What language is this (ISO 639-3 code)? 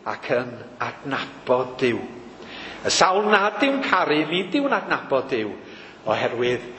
cym